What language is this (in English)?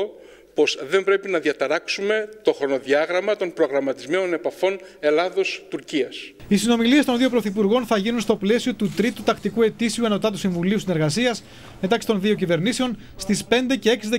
Greek